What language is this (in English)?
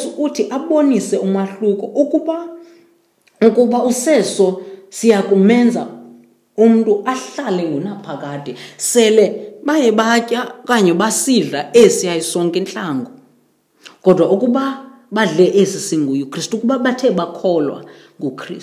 Xhosa